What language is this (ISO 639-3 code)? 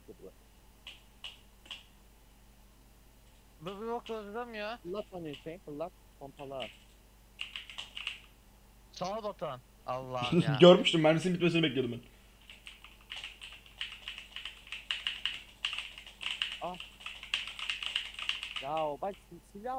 tur